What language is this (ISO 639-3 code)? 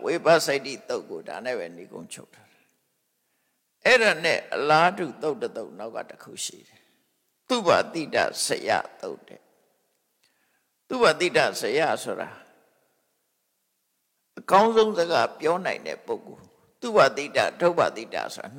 mya